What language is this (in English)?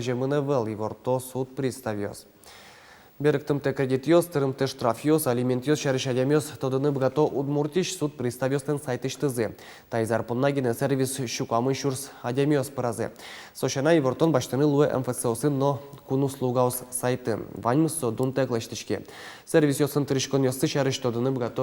Udmurt